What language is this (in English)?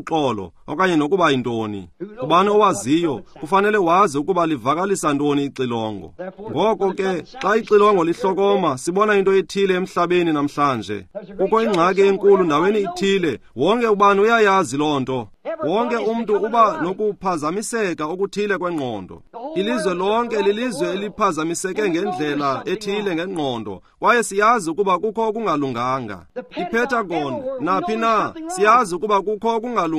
Xhosa